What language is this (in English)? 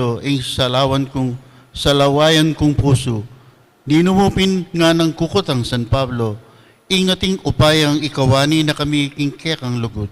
Pampanga